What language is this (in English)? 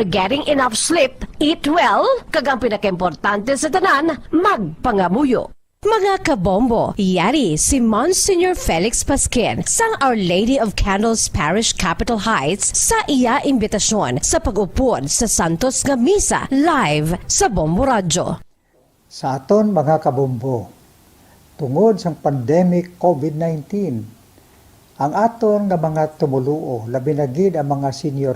Hiligaynon